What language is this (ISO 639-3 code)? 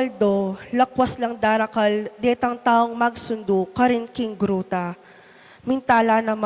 pam